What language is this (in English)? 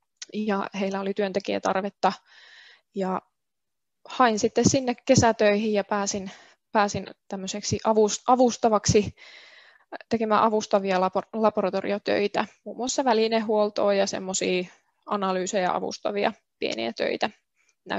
Finnish